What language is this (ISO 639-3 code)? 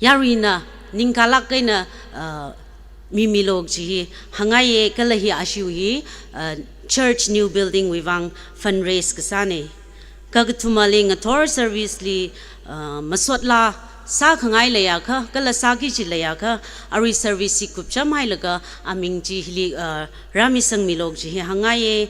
nmf